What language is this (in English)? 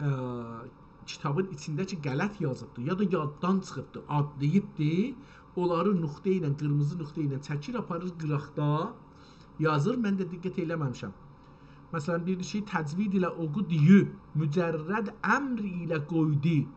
South Azerbaijani